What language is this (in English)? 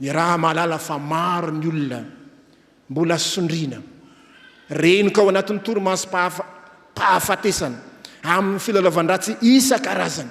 Malagasy